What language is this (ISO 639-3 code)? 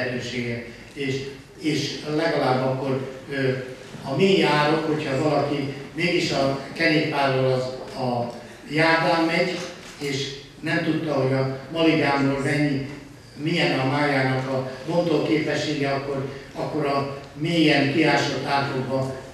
hun